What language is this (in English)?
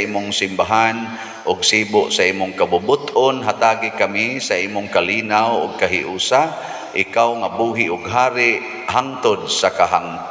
Cebuano